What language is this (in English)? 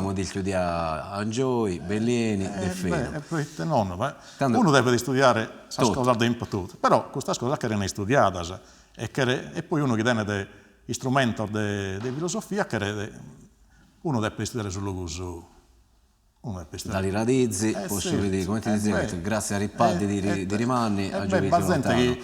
Sardinian